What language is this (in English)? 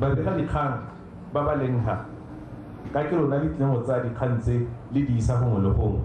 Tswana